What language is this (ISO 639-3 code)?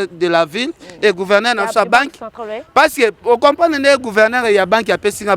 lin